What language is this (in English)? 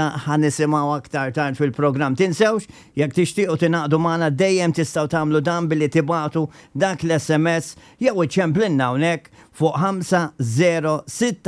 Maltese